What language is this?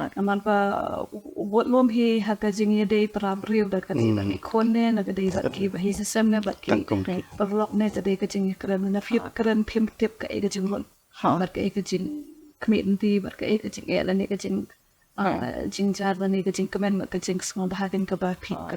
Khasi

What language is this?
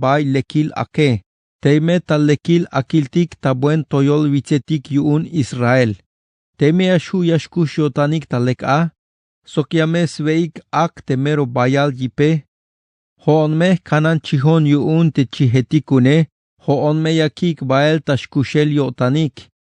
Tzeltal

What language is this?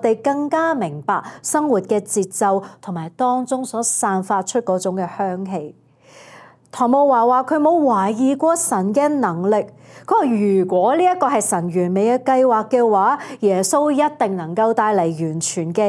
Cantonese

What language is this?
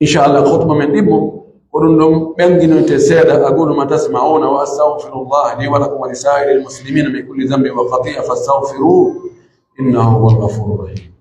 Pular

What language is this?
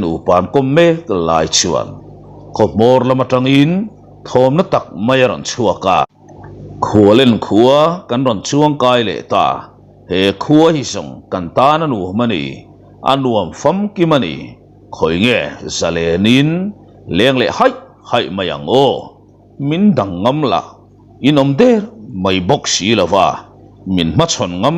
Mizo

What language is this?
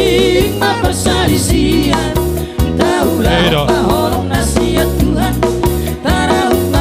Batak Toba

